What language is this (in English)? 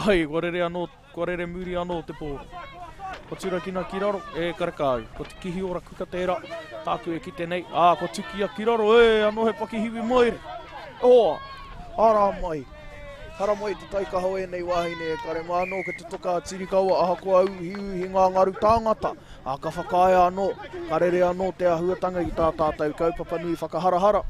Māori